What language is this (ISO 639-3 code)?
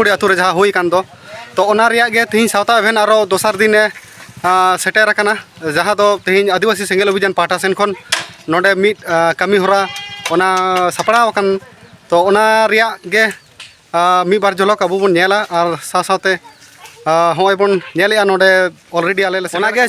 sat